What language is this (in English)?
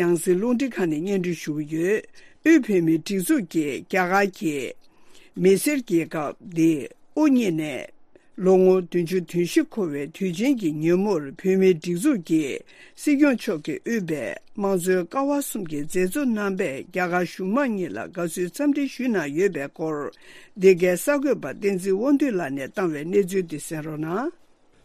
Tibetan